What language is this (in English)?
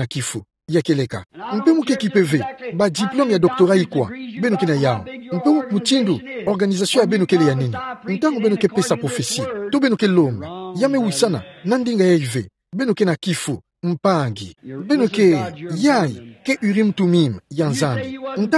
Kituba (Democratic Republic of Congo)